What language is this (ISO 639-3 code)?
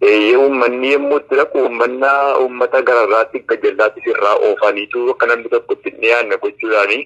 orm